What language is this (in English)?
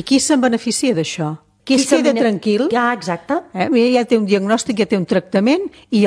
Catalan